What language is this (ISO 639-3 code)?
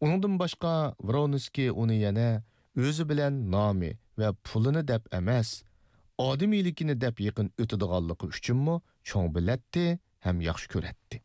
uig